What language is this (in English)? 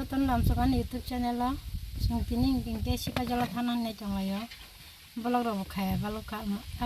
Kok Borok